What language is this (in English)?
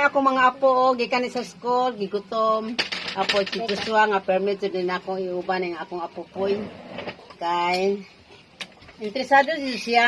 Cebuano